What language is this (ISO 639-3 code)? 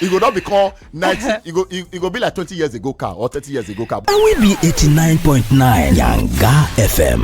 pcm